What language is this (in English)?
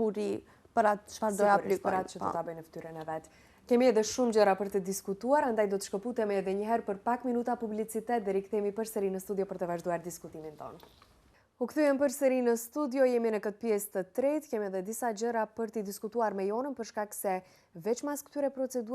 Albanian